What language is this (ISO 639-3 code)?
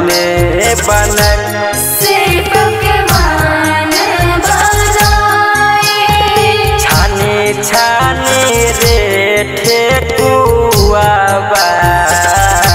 bho